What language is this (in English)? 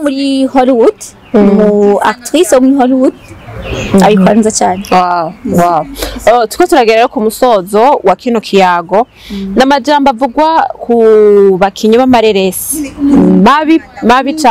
Rundi